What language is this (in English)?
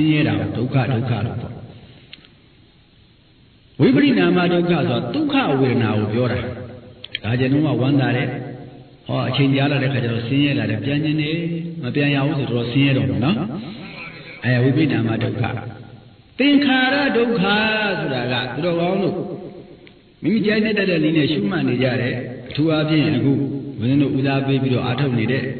Burmese